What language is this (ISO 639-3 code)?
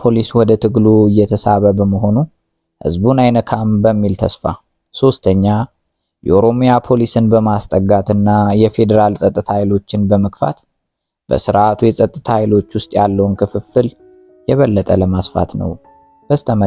amh